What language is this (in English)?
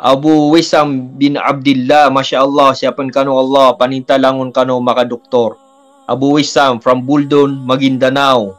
Maranao